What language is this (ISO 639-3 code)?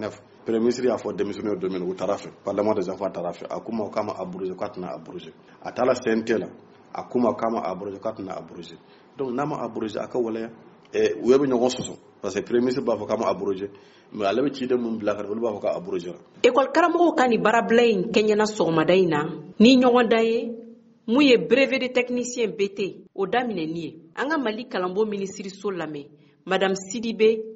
bam